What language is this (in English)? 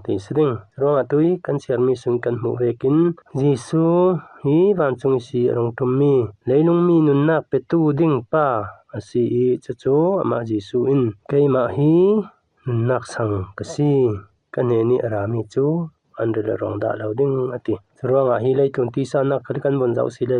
Falam Chin